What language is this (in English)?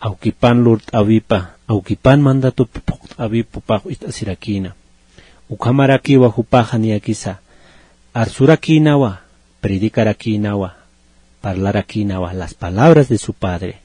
Aymara